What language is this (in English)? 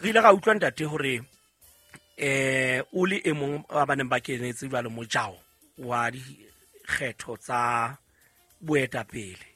Southern Sotho